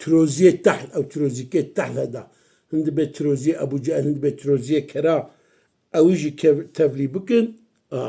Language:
Kurdish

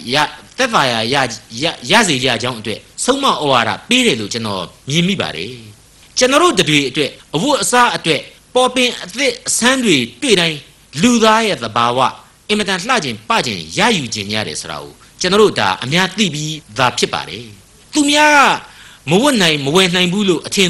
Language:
Burmese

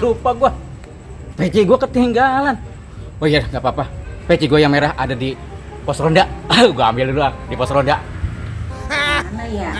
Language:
Betawi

